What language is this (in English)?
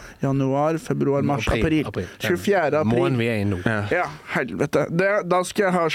Norwegian